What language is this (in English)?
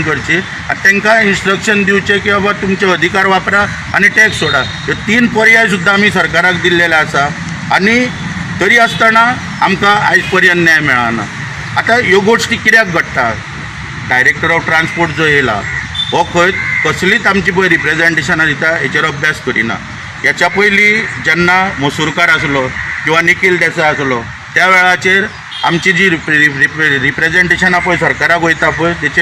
Konkani